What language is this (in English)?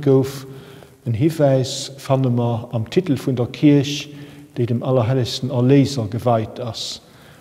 Luxembourgish